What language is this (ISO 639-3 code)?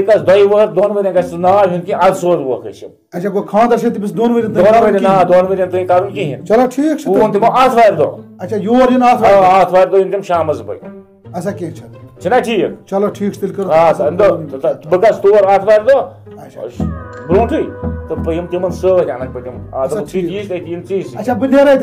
kas